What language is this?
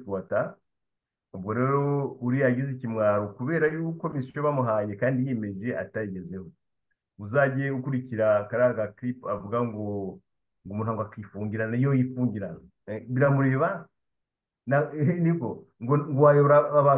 Kinyarwanda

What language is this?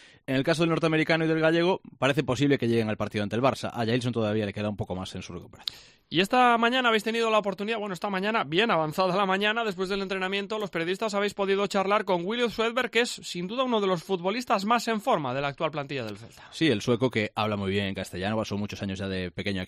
Spanish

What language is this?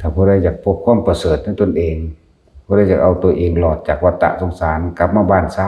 Lao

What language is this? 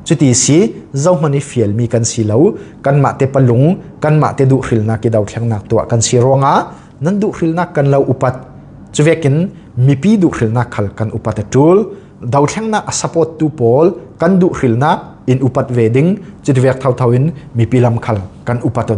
Falam Chin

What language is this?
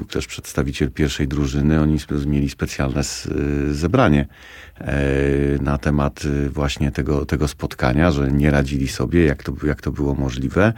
Polish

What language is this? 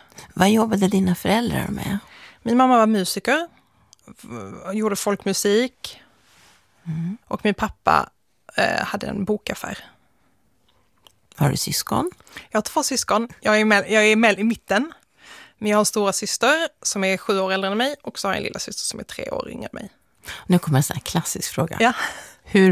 Swedish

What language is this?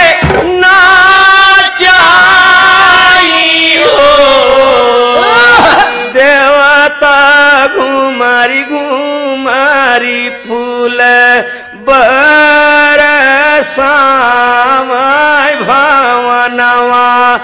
Bhojpuri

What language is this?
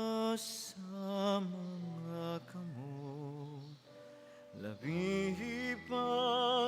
Bikol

